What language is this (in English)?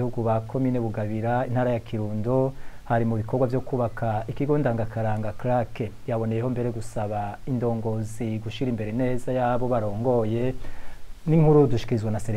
Rundi